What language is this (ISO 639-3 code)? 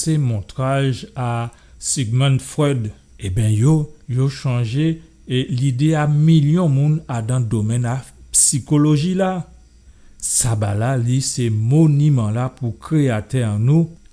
gcf